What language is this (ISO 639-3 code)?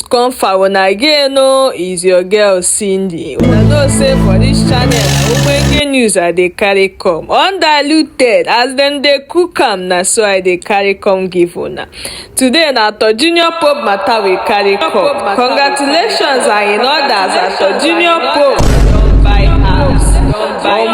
pcm